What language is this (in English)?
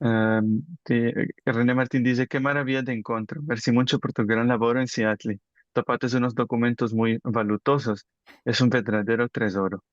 Ladino